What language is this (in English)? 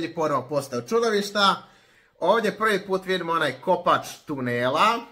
Croatian